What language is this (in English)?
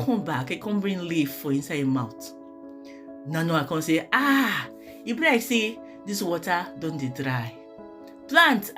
Nigerian Pidgin